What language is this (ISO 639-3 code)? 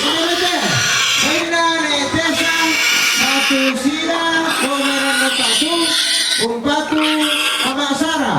sda